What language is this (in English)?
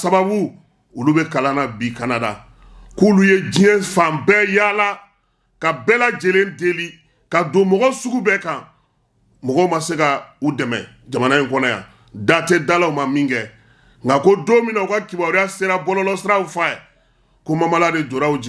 Bambara